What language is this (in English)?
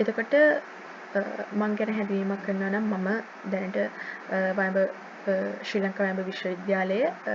Sinhala